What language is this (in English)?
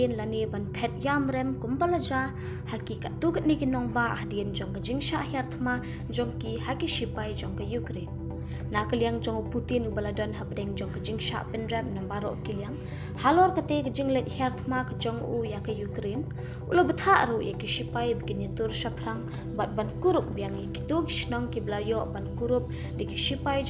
Khasi